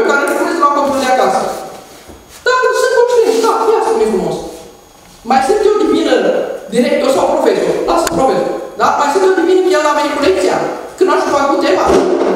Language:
Romanian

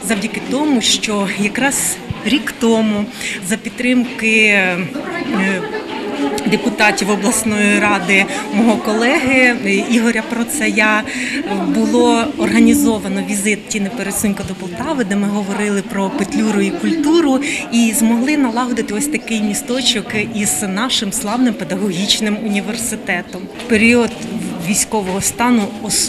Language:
Ukrainian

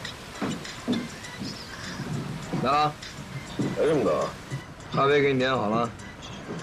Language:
Chinese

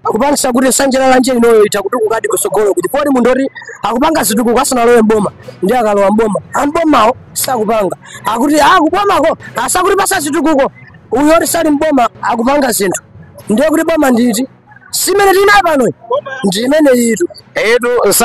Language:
Nyanja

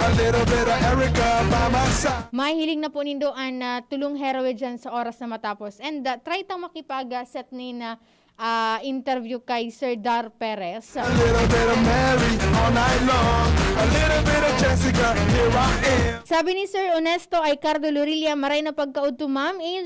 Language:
Bikol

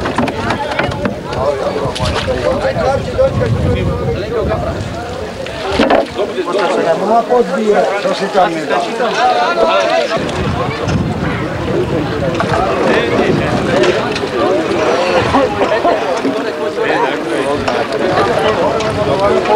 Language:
Slovak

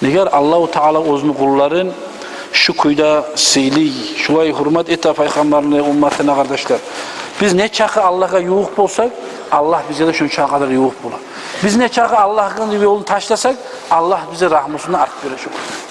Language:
Kumyk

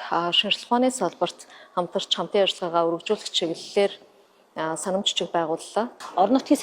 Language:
Mongolian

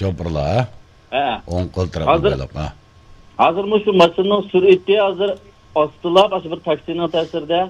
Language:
Uyghur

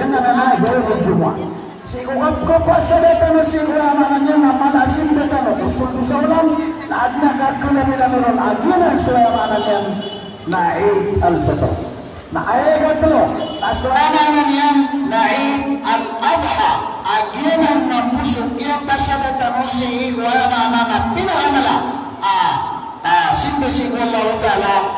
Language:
Maranao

